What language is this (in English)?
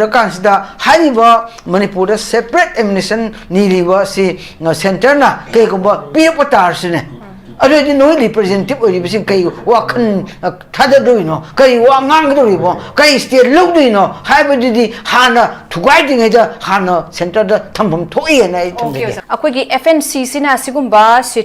Manipuri